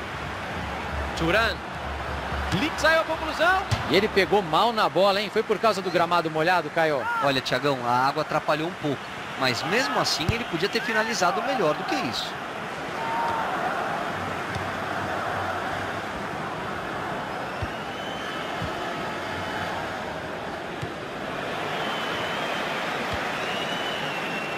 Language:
Portuguese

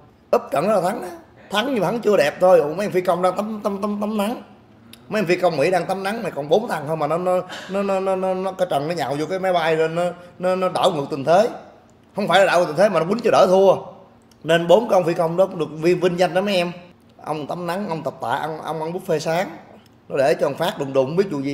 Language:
Vietnamese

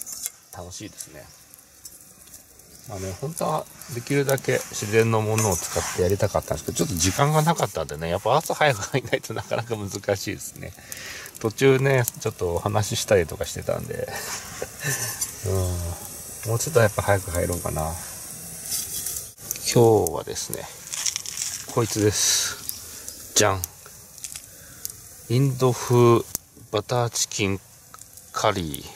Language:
Japanese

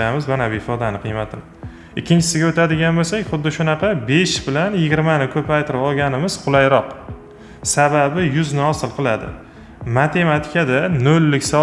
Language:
Uzbek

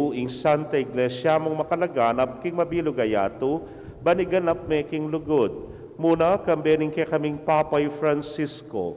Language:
Pampanga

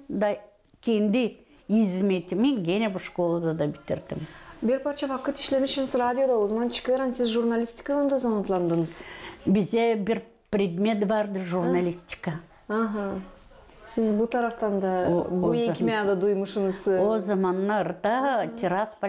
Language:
Gagauz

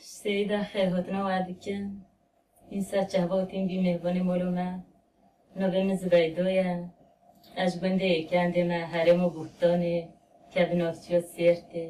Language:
Kurdish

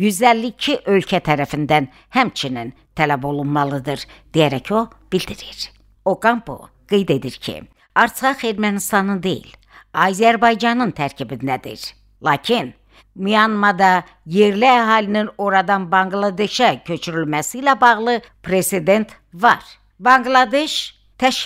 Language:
Azerbaijani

